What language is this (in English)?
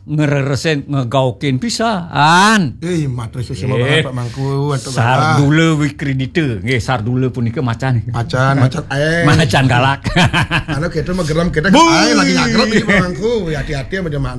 Balinese